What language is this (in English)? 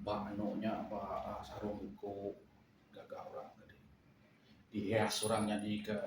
Iban